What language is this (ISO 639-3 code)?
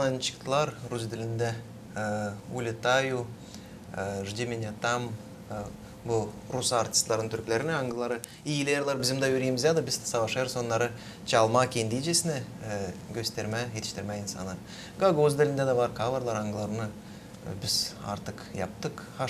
gag